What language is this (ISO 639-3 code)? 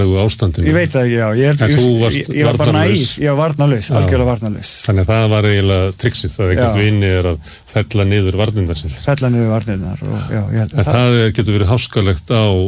isl